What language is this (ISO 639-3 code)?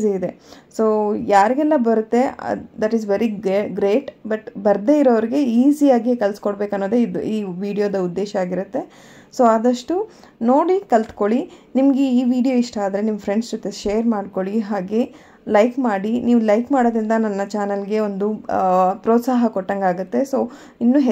kan